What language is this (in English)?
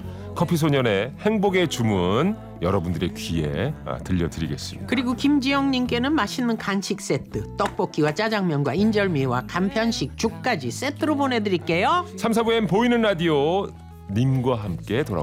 Korean